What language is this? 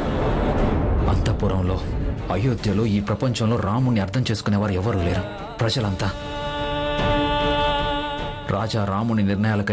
Telugu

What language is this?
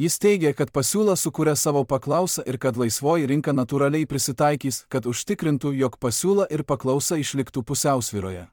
Lithuanian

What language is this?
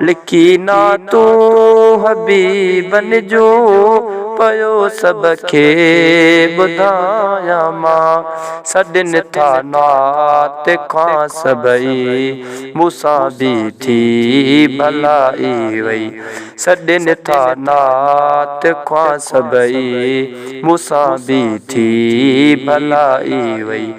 Sindhi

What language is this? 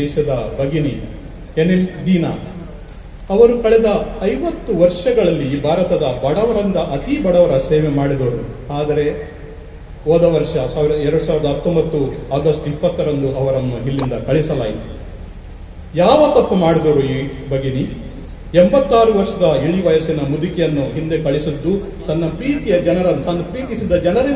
Kannada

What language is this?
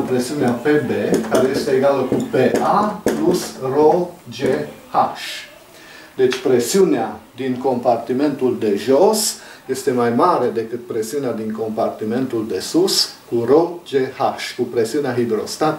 Romanian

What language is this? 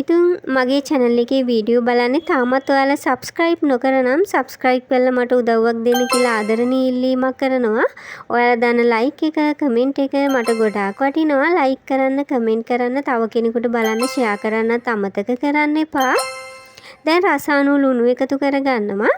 Sinhala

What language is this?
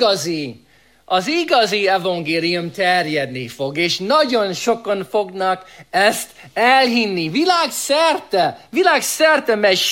Hungarian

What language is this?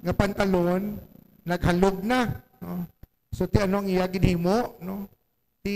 Hiligaynon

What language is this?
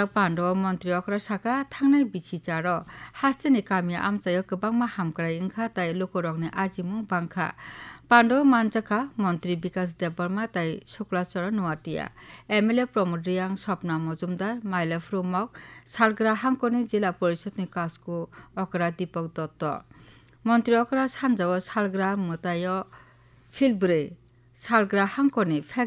Kok Borok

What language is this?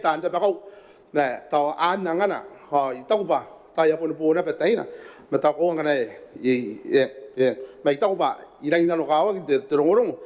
Gilbertese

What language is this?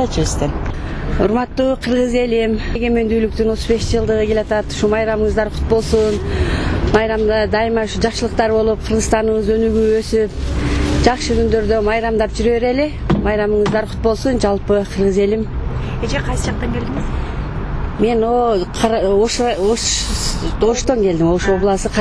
Kyrgyz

